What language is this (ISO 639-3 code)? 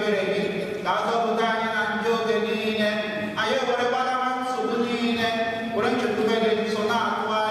ibo